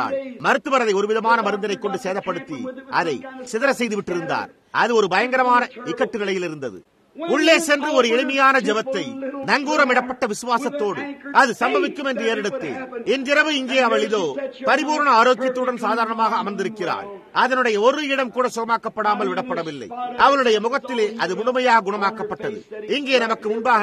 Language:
Tamil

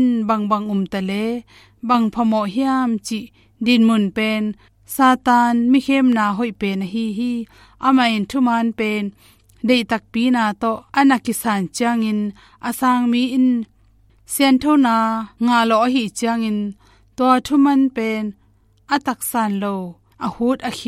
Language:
Tedim Chin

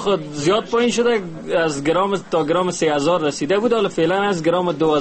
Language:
Persian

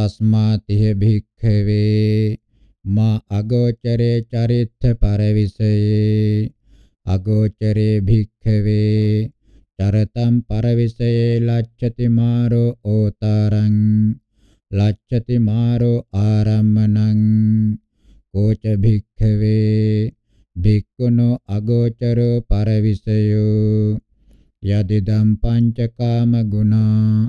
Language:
Pali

